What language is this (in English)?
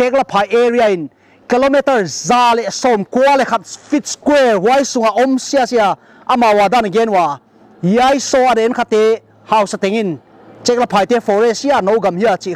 Paite Chin